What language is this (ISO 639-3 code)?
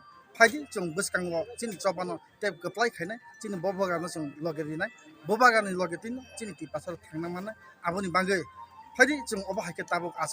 trp